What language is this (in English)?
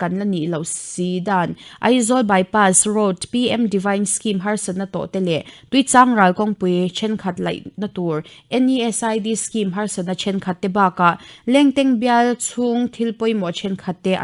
Mizo